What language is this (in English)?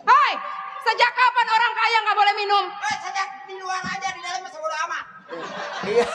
Betawi